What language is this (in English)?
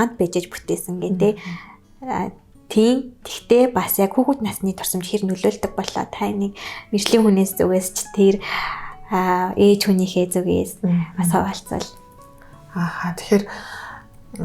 Mongolian